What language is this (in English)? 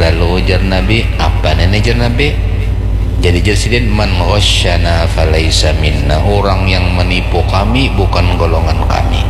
Banjar